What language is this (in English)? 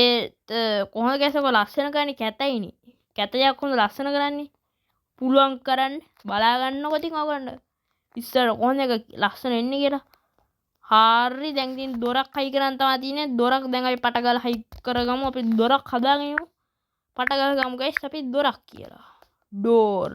Sinhala